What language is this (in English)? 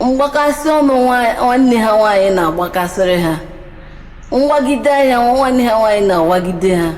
Igbo